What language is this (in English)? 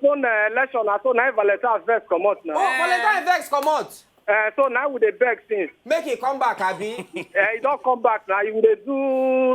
Nigerian Pidgin